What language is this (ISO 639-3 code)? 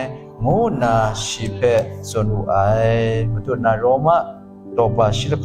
kac